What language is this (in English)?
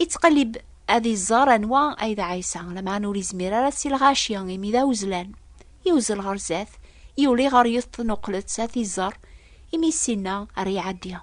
Kabyle